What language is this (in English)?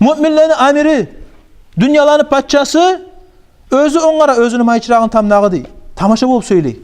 Kumyk